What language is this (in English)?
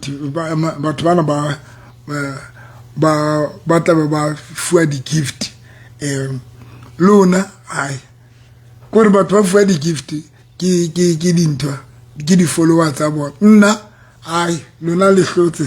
Southern Sotho